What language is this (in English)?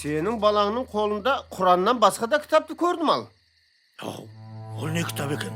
Kara-Kalpak